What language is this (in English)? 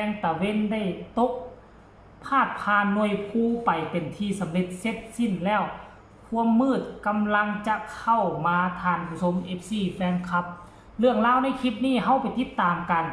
Northeastern Thai